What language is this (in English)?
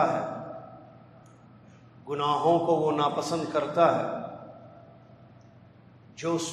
Urdu